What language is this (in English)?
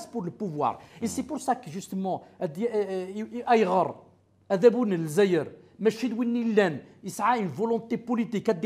Kabyle